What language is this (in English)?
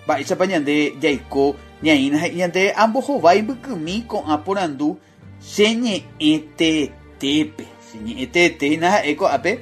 Guarani